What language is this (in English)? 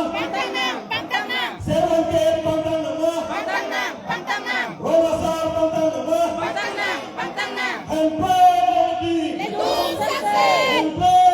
Karbi